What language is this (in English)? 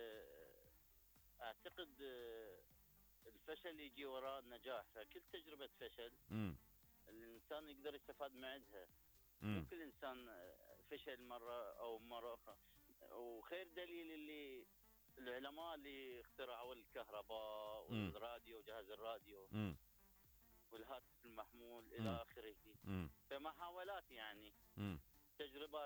Mesopotamian Arabic